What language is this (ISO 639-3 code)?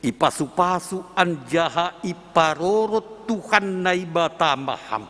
bts